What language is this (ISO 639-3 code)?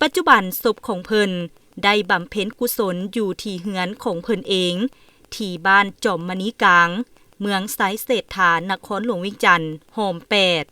lao